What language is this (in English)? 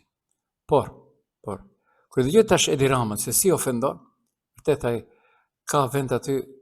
Albanian